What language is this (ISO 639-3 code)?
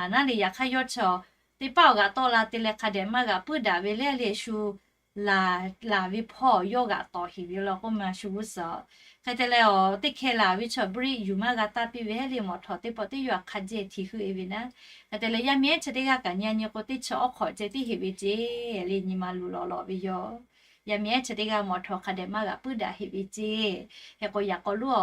lhu